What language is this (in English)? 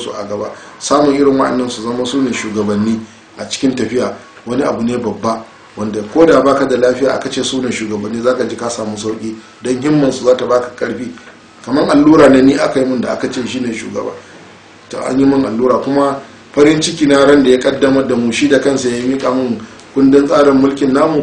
Hausa